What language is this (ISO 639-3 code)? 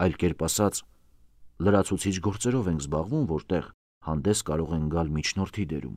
hye